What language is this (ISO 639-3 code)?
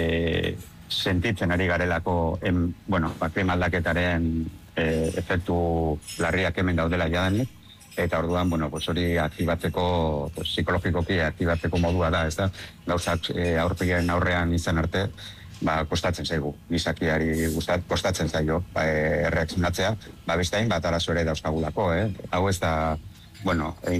eus